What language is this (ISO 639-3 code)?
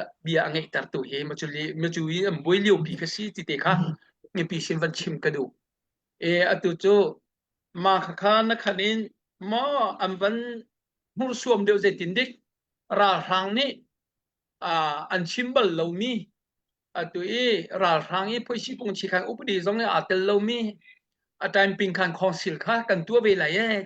cnh